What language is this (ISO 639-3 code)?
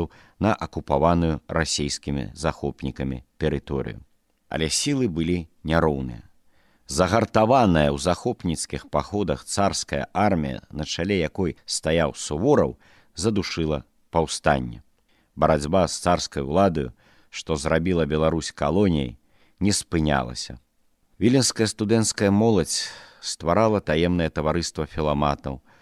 bel